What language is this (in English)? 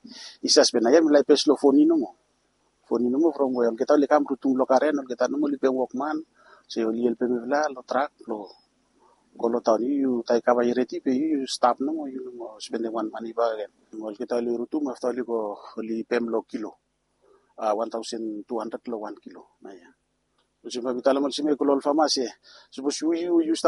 Bislama